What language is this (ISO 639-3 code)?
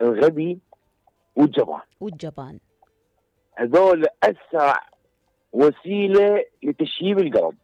acm